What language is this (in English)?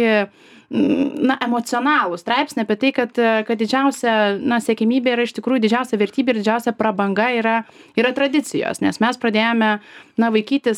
Lithuanian